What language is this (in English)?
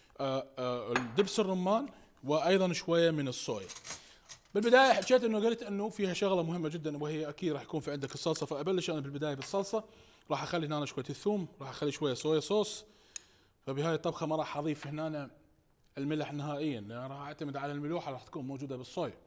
Mesopotamian Arabic